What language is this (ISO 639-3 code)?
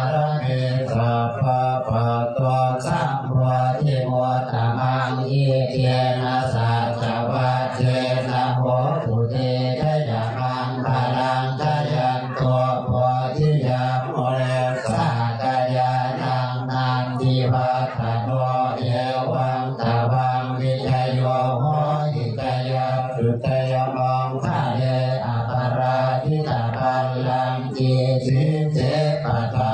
pli